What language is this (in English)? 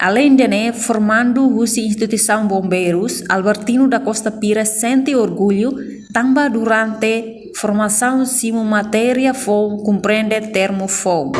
Tetum